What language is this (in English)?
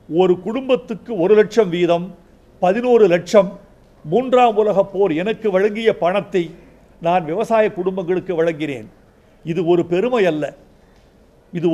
Tamil